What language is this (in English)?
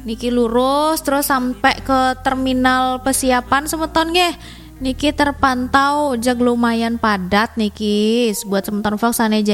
Balinese